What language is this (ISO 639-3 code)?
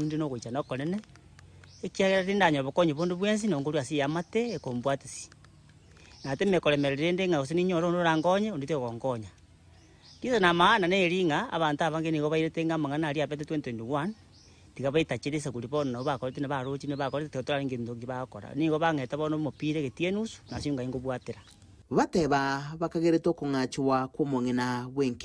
guz